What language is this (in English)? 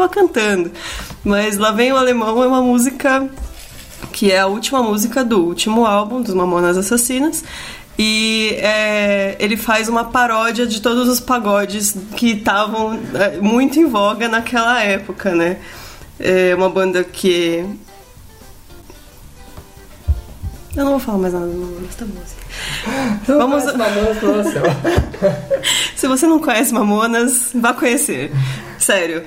Portuguese